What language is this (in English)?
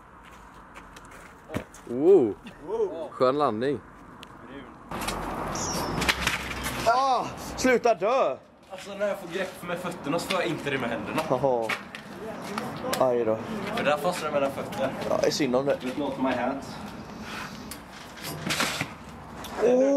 Swedish